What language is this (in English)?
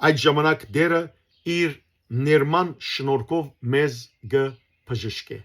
Western Armenian